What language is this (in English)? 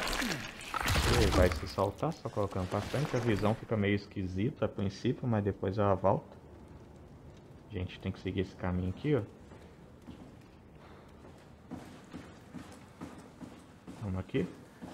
Portuguese